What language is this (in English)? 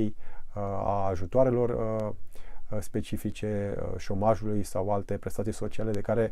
Romanian